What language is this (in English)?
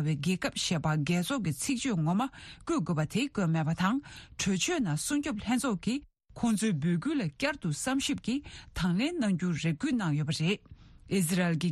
Tibetan